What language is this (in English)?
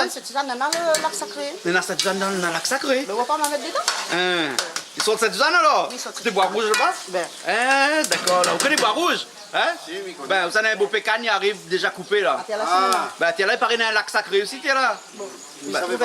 Réunion Creole French